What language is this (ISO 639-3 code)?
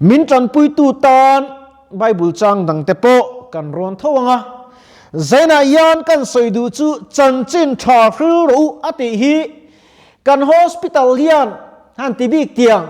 lus